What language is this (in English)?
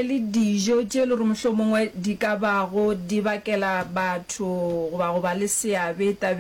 Northern Sotho